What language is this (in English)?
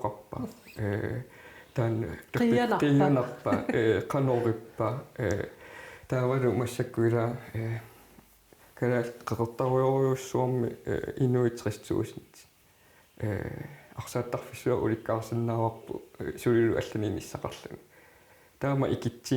Kalaallisut